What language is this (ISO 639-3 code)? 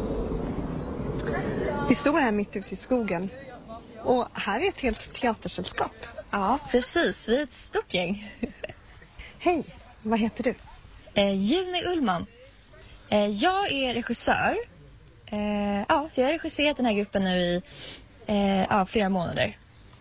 swe